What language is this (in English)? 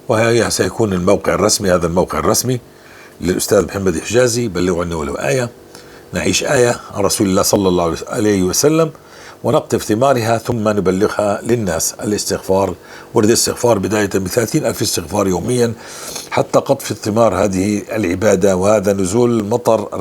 North Levantine Arabic